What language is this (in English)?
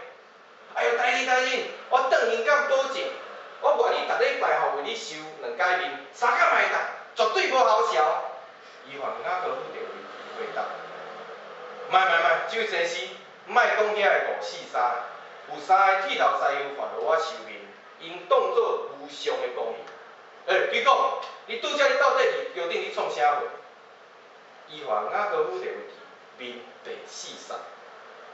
Min Nan Chinese